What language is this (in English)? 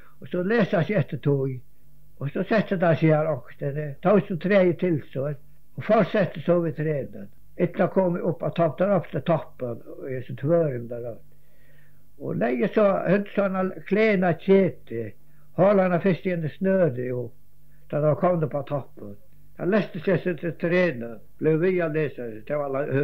Faroese